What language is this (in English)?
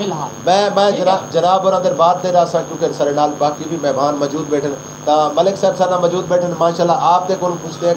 Saraiki